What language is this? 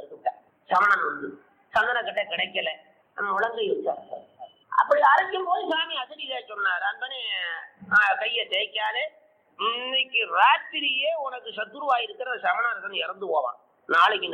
Tamil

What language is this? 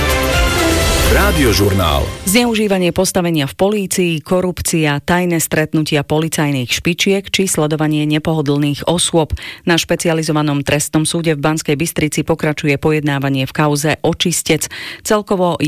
Slovak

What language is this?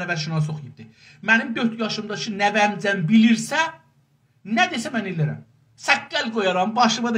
South Azerbaijani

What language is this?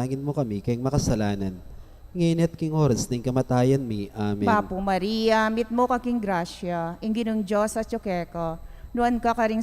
Pampanga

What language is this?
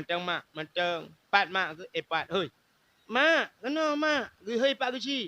Achinese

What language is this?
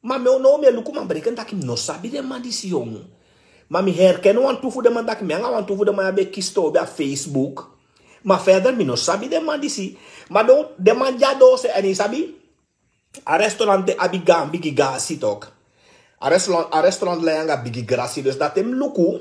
Sranan Tongo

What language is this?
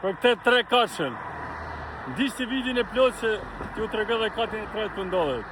Albanian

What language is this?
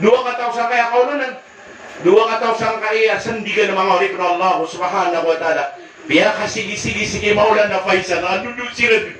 Maranao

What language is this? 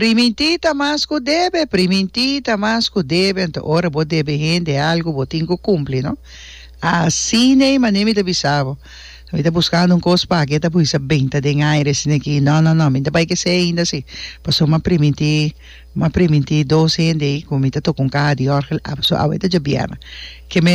Papiamento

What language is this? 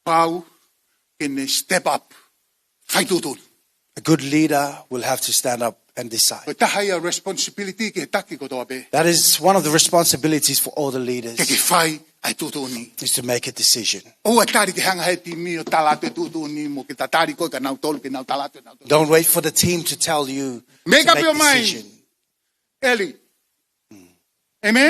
Tongan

